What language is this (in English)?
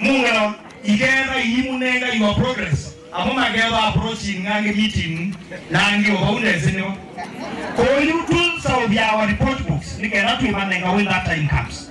Kamba